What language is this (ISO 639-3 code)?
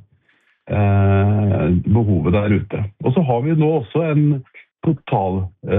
nor